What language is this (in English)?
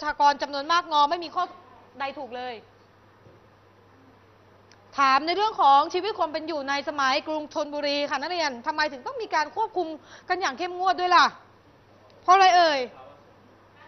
Thai